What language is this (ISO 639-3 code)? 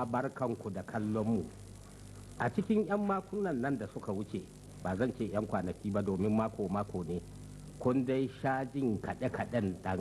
hau